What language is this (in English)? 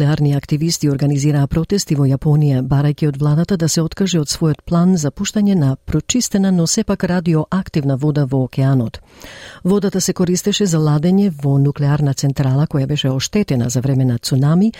Macedonian